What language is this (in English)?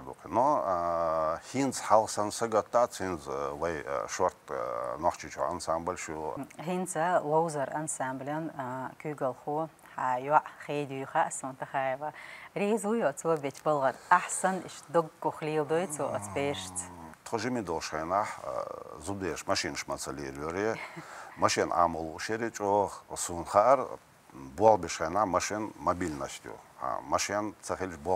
Chechen